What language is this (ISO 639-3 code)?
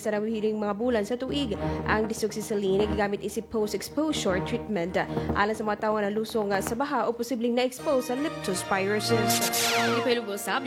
ceb